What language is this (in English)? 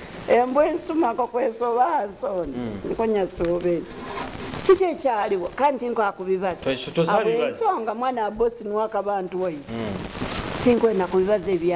Nyoro